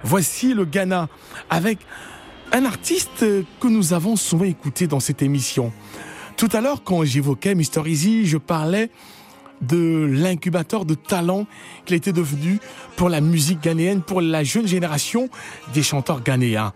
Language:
French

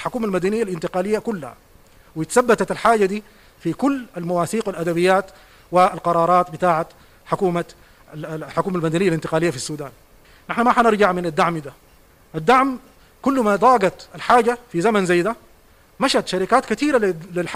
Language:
Sudanese Arabic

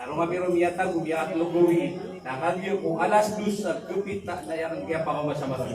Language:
Maranao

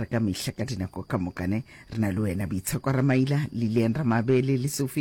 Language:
Northern Sotho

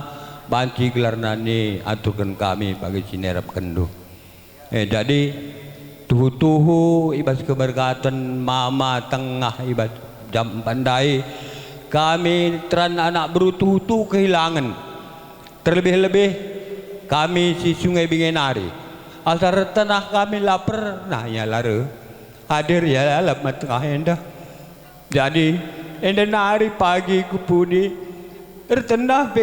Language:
Batak Karo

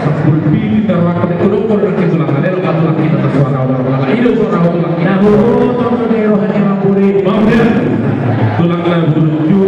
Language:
Batak Toba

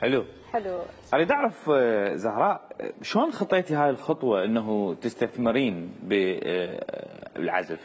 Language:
Mesopotamian Arabic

